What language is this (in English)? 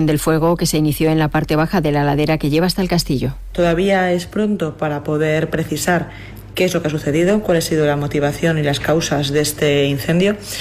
Spanish